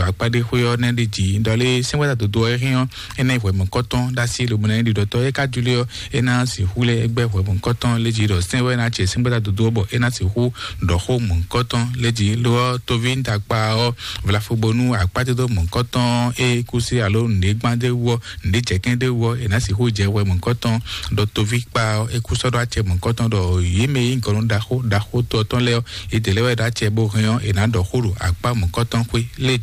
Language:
Fon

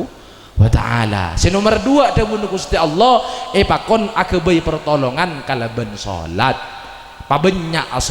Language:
Madurese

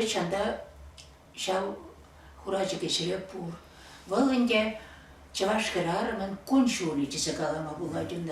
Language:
Chuvash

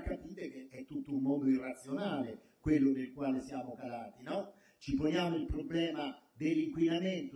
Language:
Italian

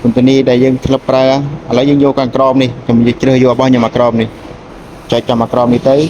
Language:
Khmer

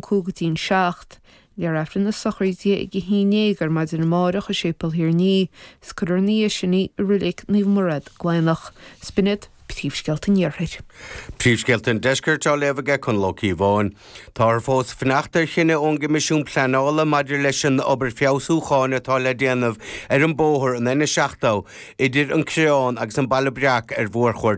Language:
Irish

